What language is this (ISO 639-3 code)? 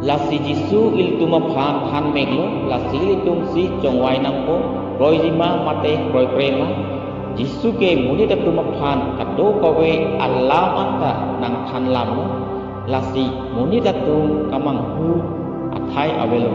mjw